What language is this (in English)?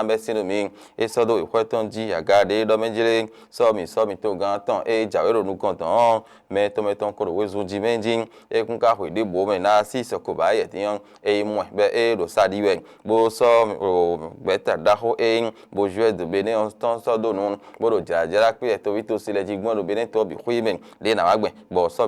Fon